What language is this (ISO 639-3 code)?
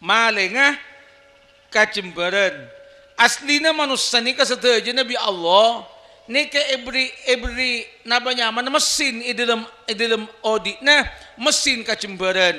mad